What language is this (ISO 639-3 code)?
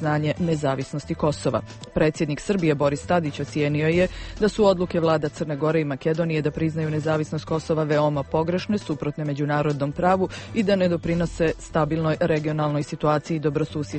hrv